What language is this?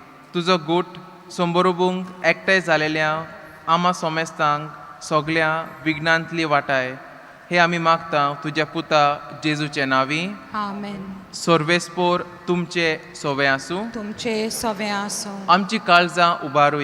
Konkani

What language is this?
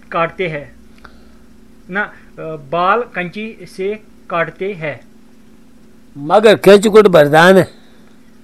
Urdu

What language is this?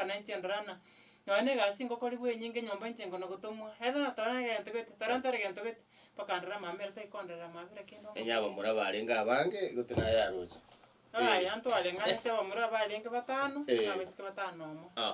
Gusii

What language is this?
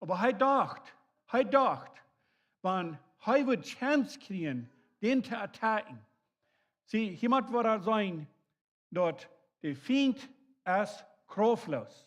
Plautdietsch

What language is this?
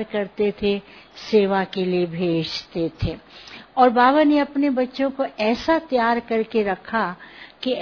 Hindi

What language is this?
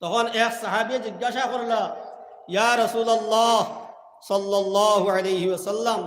Sylheti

